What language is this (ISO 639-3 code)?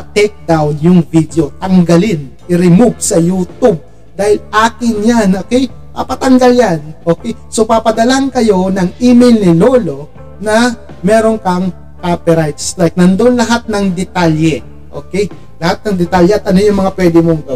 fil